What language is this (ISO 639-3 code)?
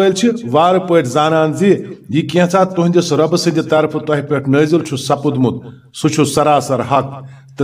kas